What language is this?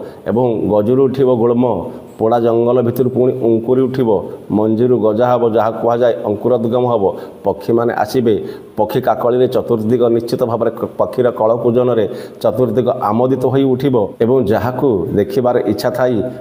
Odia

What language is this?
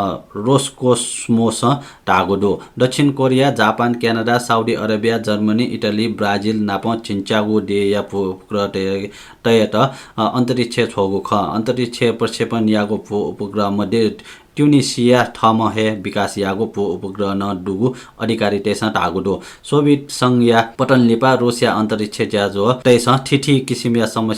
Newari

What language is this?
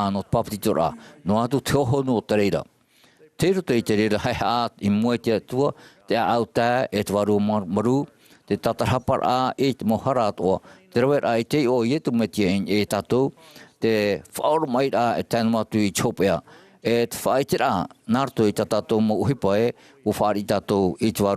Tahitian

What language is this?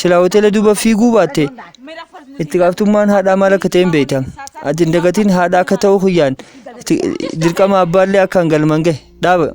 Oromo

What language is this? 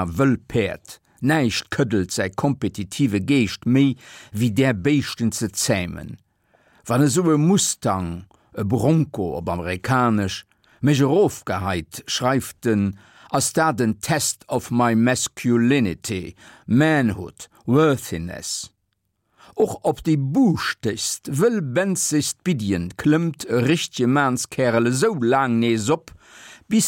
Luxembourgish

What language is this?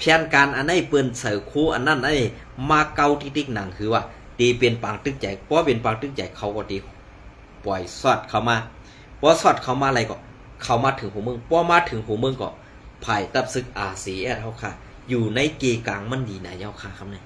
Shan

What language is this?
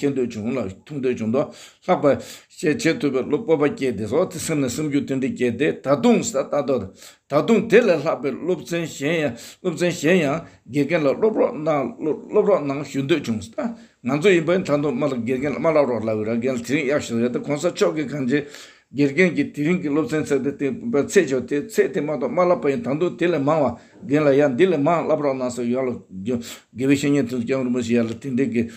Tibetan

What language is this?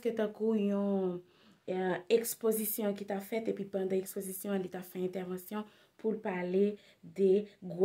Haitian Creole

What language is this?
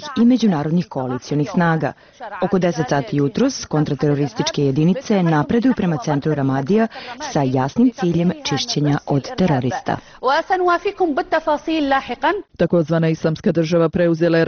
Bosnian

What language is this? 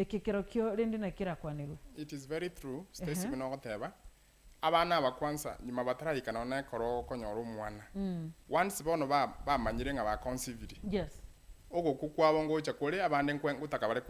Gusii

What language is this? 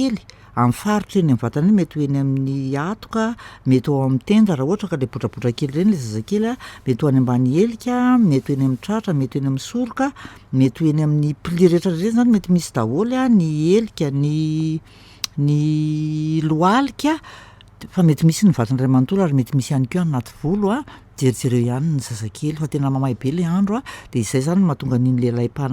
Malagasy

